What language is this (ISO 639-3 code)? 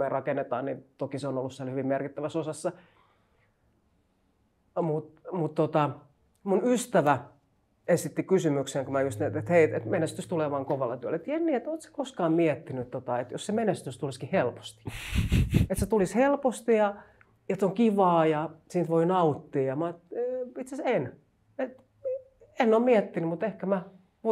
fin